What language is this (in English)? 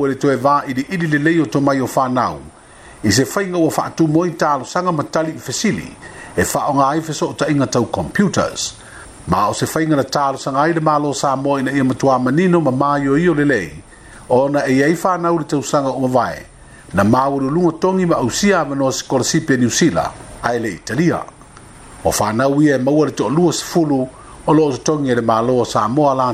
Samoan